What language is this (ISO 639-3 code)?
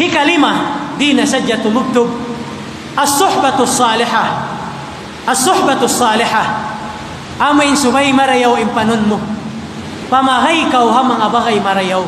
tsg